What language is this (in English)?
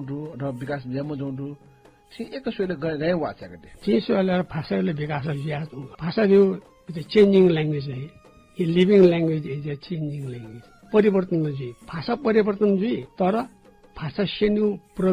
Newari